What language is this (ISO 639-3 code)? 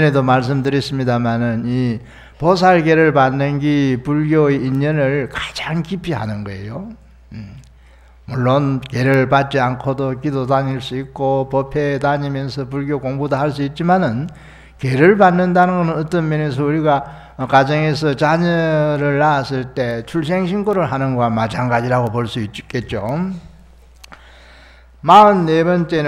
kor